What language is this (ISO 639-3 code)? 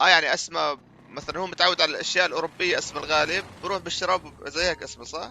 apc